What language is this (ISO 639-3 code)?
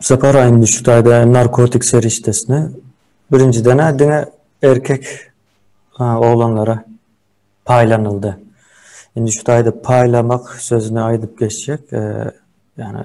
tuk